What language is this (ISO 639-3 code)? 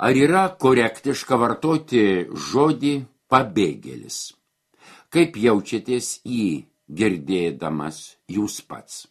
lit